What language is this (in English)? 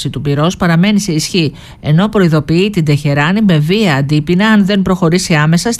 Greek